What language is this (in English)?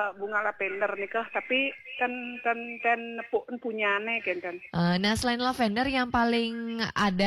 Balinese